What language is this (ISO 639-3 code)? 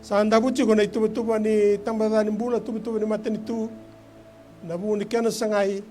fij